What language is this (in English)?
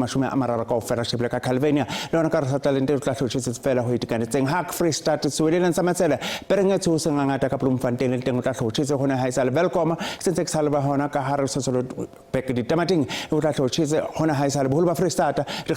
Southern Sotho